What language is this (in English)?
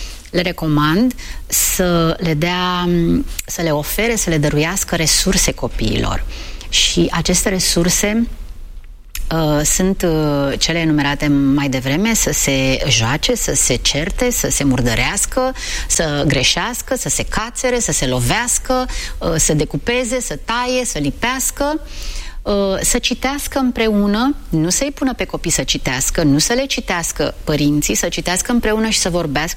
Romanian